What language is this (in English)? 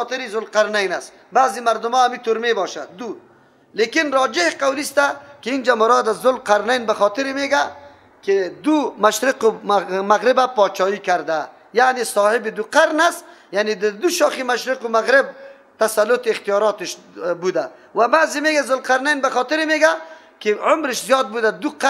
Persian